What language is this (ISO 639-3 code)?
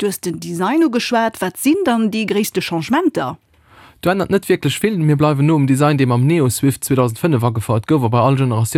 ltz